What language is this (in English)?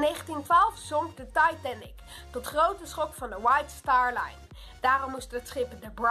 Dutch